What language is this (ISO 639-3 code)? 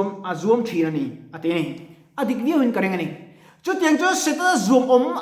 lus